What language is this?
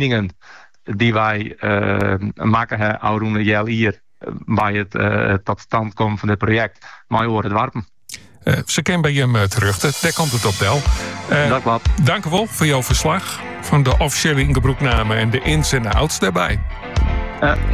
Dutch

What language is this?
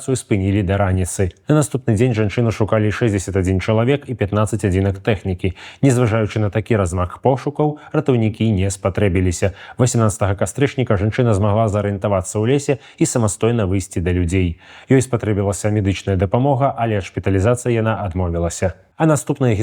Belarusian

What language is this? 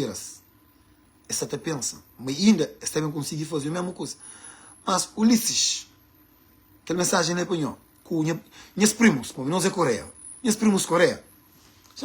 Kabuverdianu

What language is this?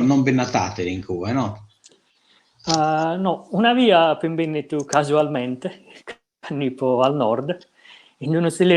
Sardinian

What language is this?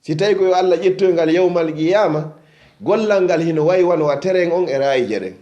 Fula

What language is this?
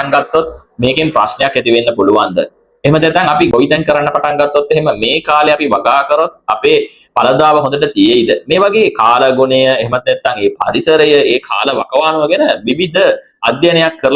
Sinhala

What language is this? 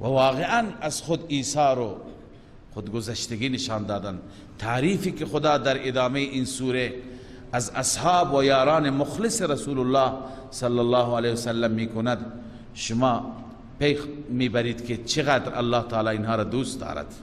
Persian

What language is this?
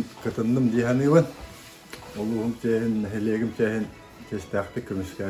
Yakut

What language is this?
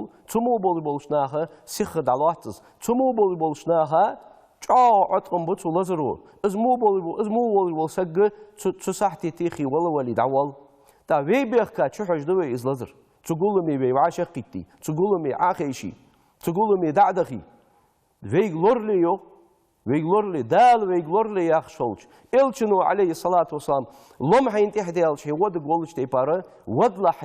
Ingush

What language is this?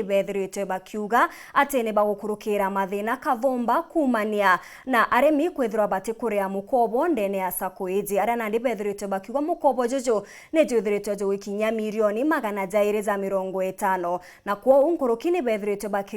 Meru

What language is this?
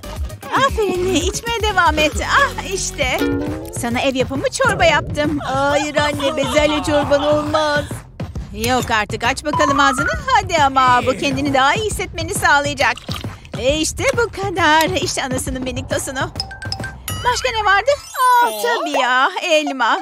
Turkish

